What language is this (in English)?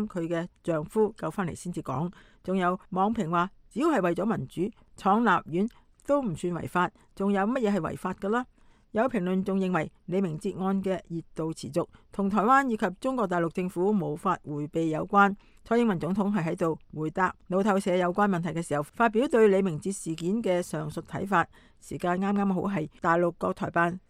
Cantonese